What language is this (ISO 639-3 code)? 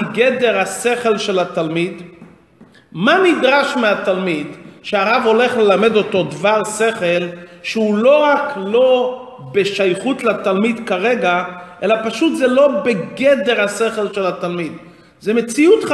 heb